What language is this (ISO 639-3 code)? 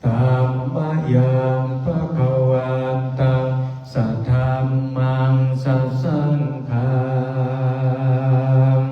pli